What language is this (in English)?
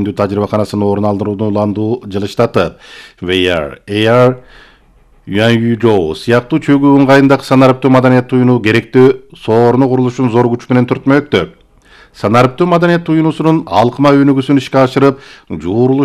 Kyrgyz